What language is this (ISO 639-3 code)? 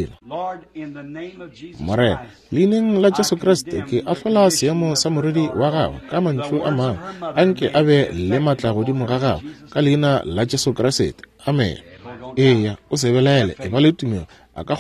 nso